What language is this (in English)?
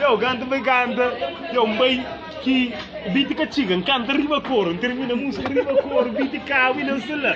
Kabuverdianu